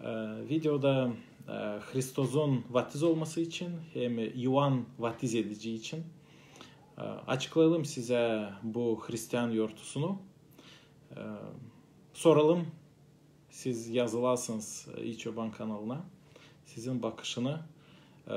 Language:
Gagauz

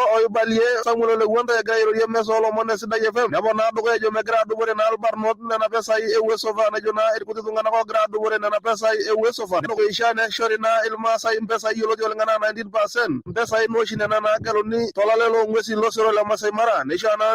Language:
Masai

